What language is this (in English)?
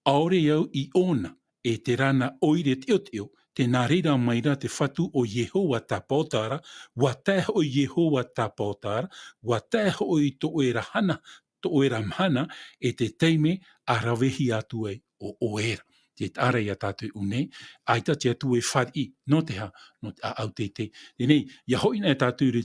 Tahitian